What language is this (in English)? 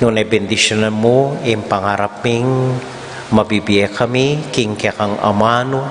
Pampanga